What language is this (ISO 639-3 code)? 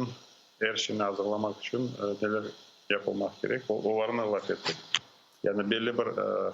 crh